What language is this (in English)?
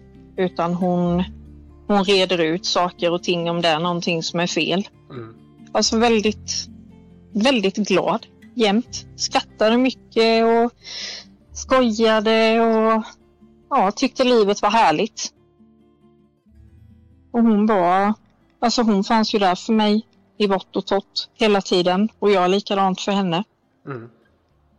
Swedish